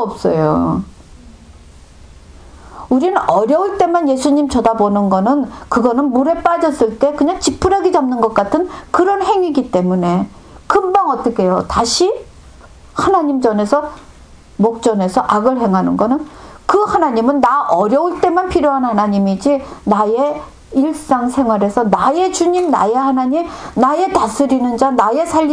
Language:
Korean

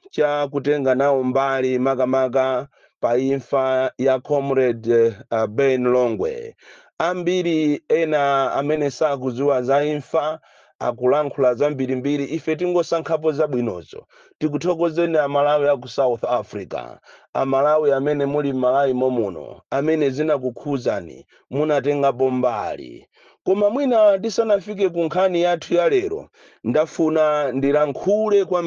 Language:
Nyanja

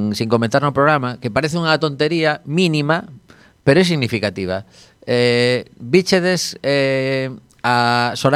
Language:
Galician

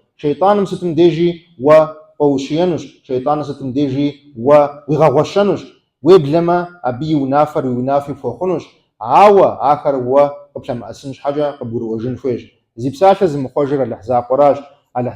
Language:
Kabardian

